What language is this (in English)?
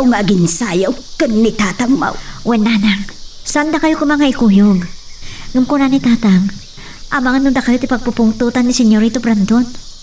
Iloko